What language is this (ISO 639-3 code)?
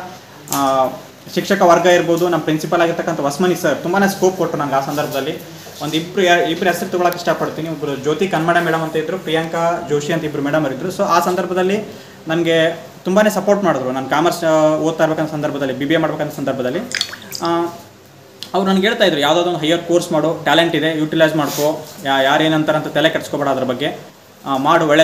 kan